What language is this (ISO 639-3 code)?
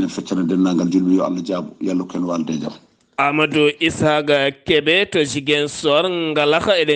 ful